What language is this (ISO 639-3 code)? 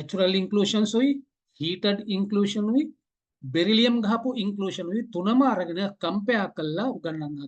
sin